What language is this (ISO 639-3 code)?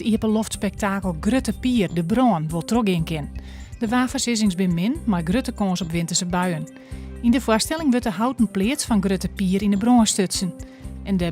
fry